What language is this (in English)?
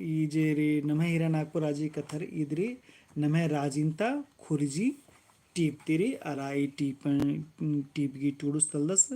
Kurukh